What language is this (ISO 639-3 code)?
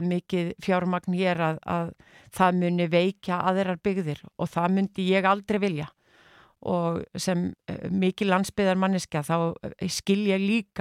isl